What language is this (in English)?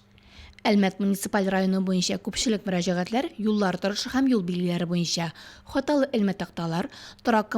Tatar